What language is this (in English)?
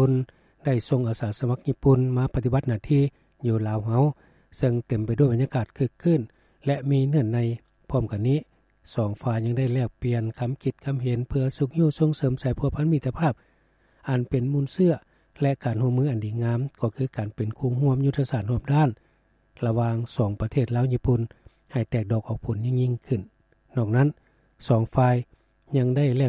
Lao